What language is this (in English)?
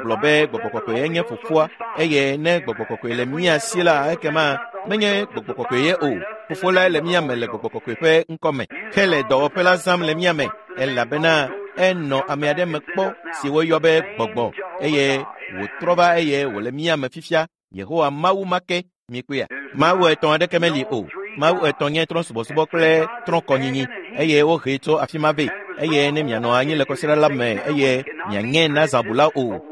Ewe